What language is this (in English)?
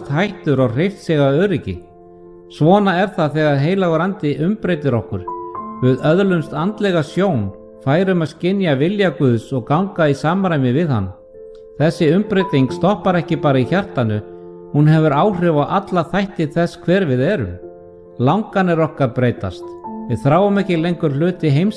Icelandic